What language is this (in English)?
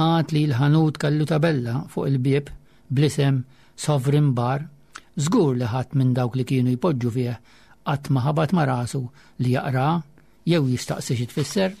Maltese